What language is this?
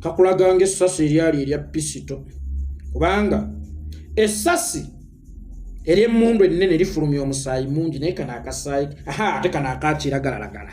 Ganda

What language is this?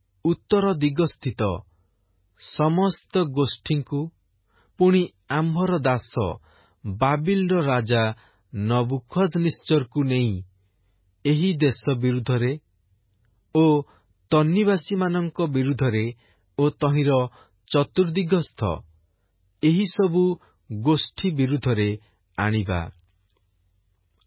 Odia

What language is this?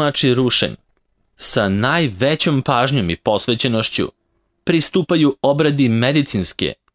Serbian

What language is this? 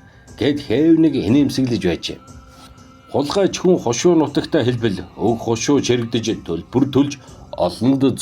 Mongolian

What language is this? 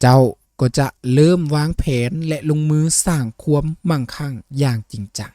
Lao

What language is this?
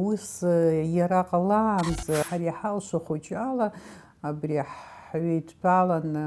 Abkhazian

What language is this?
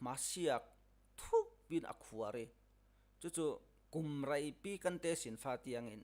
Falam Chin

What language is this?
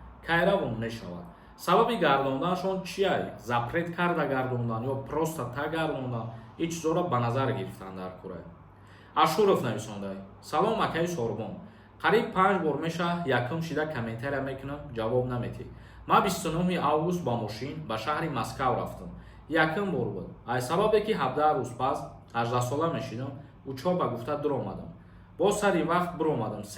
Tajik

